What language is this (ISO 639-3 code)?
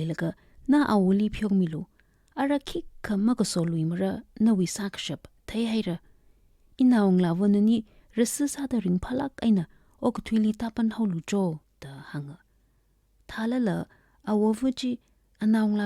nmf